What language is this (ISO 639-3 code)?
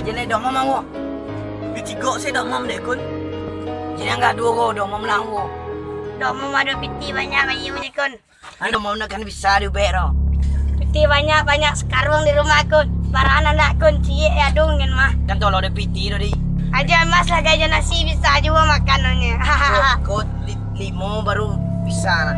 min